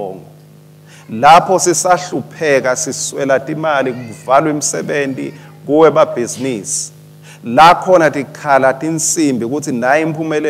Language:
Swati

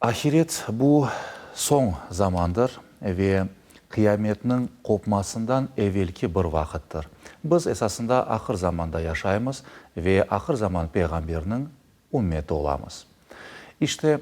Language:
Crimean Tatar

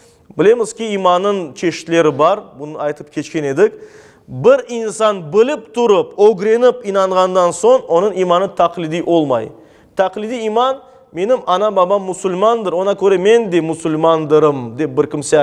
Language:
Crimean Tatar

